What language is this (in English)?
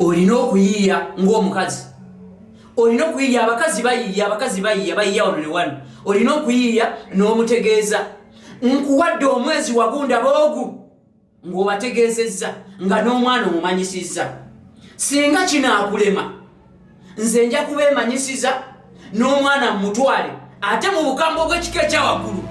Ganda